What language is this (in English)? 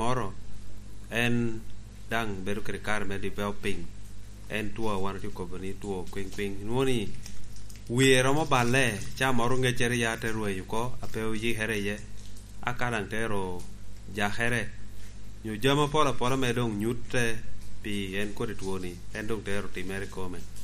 Lango (Uganda)